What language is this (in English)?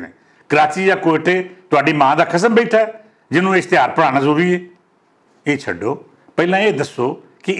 Western Panjabi